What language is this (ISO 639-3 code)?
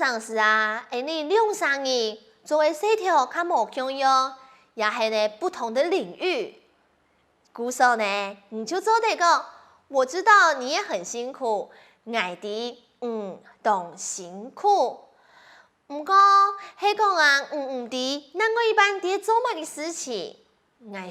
hak